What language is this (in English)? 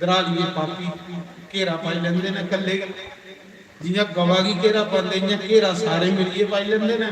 Dogri